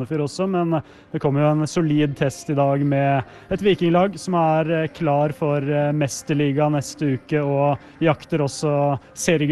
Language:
Norwegian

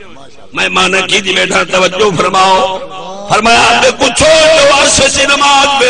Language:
Saraiki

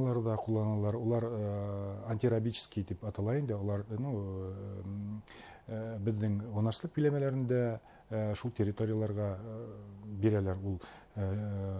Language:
Bashkir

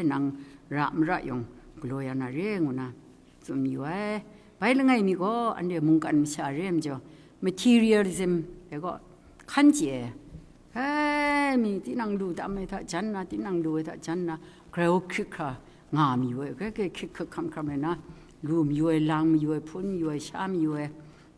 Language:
Kachin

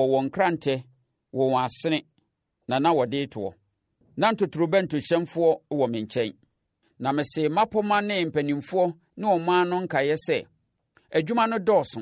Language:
Akan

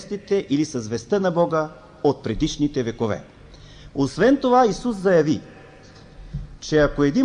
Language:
Bulgarian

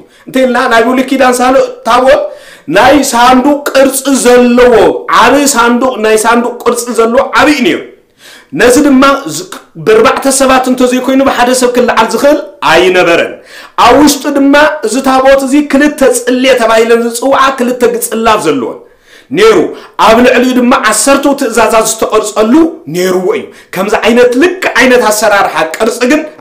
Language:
Tigrinya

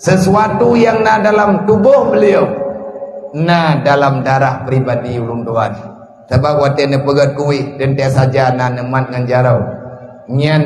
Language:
Achinese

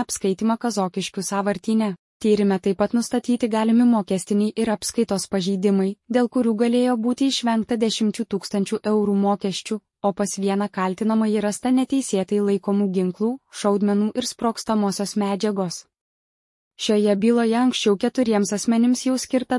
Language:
Lithuanian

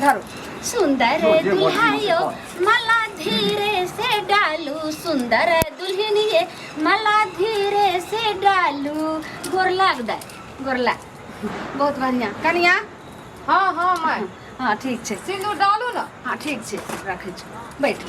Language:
Maithili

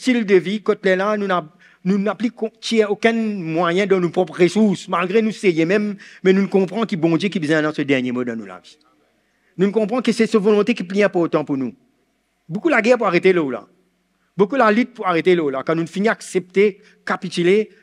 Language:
Morisyen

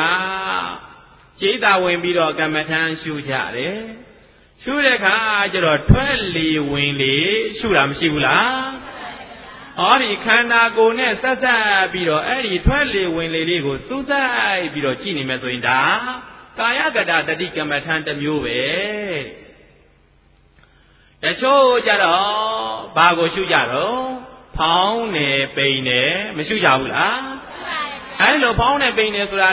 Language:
Burmese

